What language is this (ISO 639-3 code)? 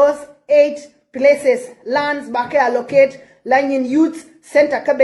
nus